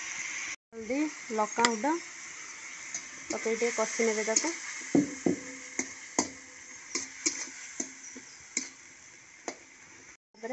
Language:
Odia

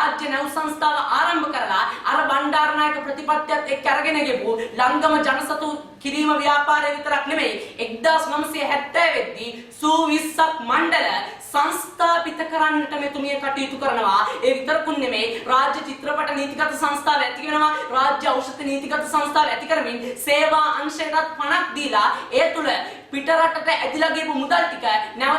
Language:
Sinhala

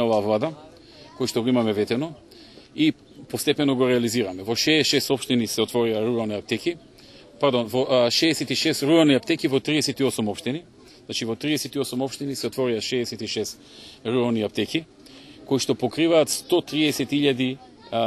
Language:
Macedonian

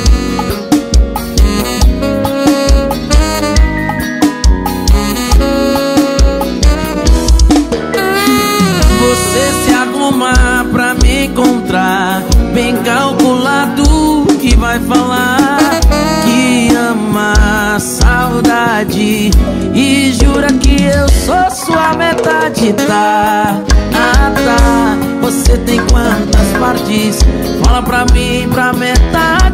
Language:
Portuguese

